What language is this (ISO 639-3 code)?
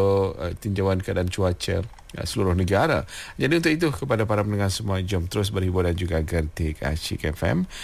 msa